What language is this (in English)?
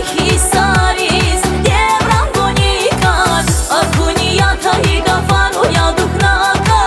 Tabassaran